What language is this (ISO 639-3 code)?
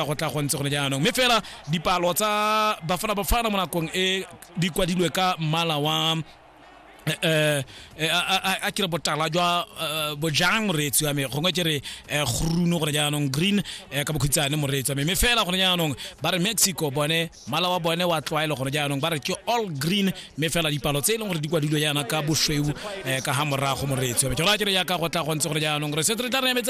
tsn